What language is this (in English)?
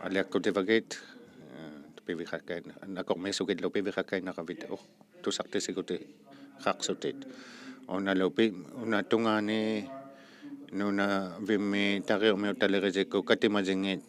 Inuktitut